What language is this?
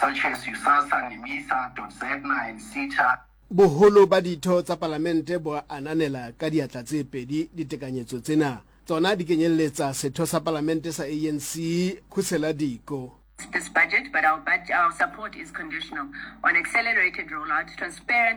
Southern Sotho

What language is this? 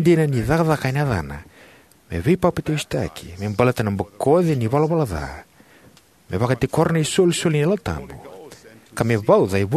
Fijian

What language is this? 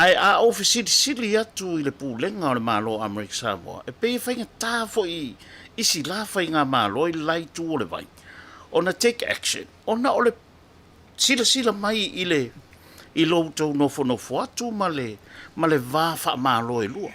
Samoan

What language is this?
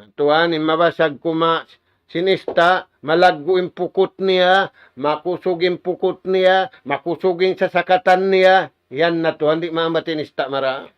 Tausug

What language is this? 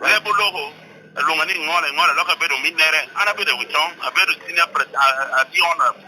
Lango (Uganda)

